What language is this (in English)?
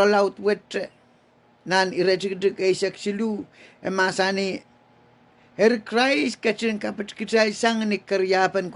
Pohnpeian